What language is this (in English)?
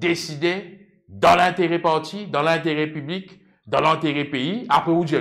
Morisyen